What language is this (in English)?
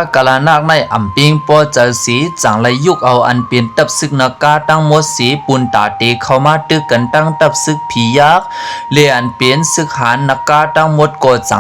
Shan